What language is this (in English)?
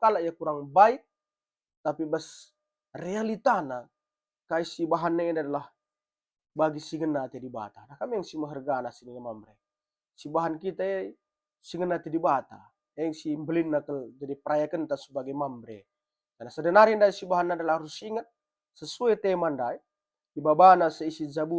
Batak Karo